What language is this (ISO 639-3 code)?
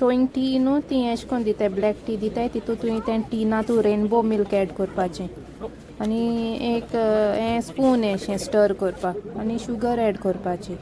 kok